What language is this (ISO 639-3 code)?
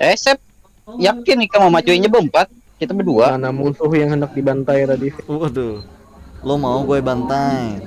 bjn